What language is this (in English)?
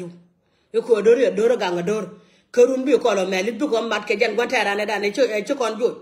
Nuer